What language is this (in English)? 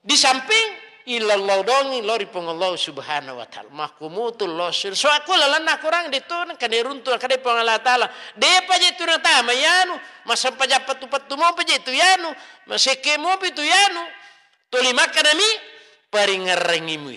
Buginese